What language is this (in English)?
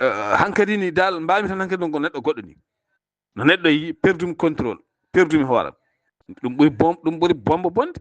Fula